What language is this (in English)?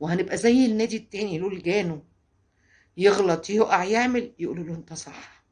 Egyptian Arabic